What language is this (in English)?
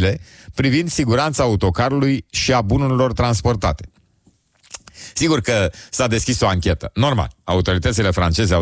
Romanian